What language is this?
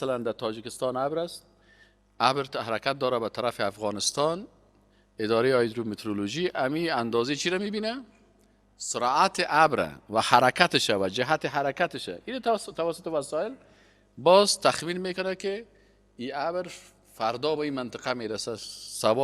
Persian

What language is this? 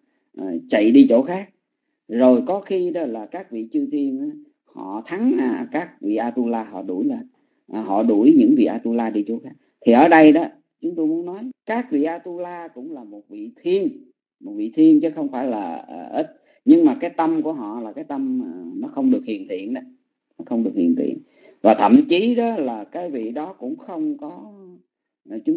Vietnamese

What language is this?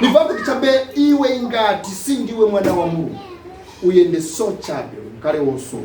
Nyanja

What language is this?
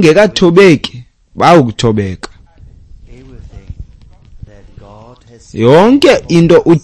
Xhosa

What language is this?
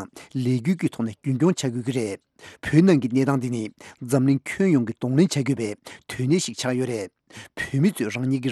Tibetan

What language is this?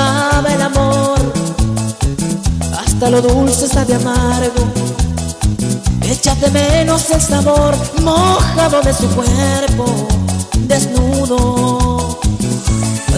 Spanish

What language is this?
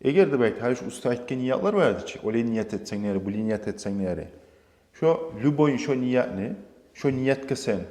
Kumyk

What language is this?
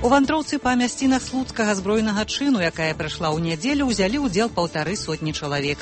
Belarusian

